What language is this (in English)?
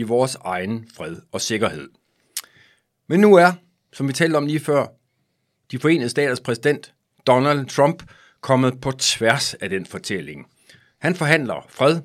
Danish